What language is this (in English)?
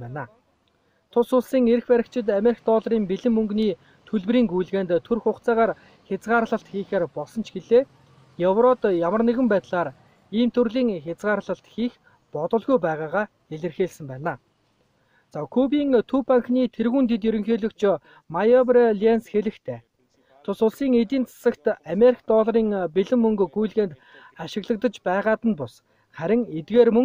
Mongolian